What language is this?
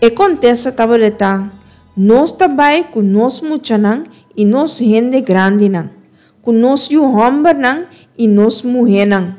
Papiamento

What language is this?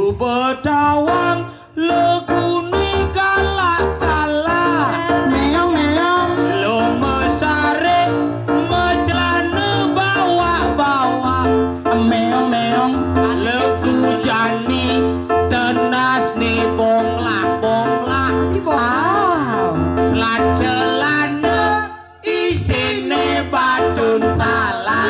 Balinese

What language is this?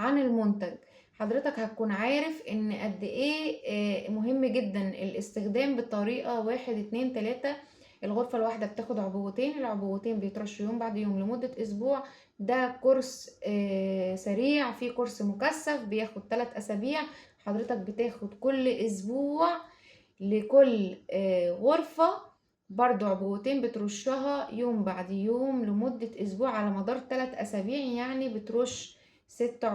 Egyptian Arabic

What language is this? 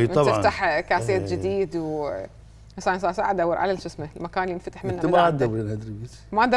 Mesopotamian Arabic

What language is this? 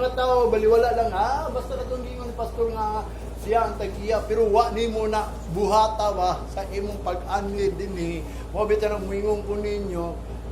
Cebuano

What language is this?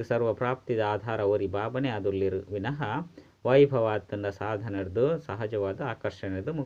Tulu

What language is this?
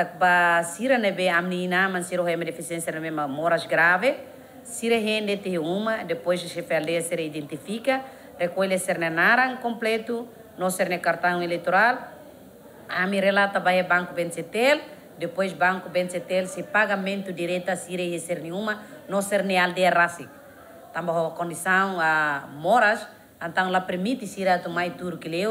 Tetum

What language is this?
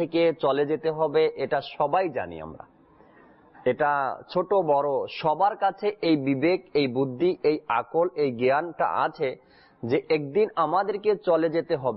Bangla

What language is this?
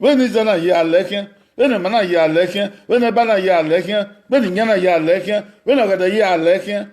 Bini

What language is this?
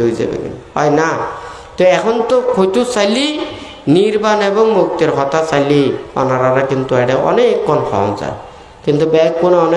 Bangla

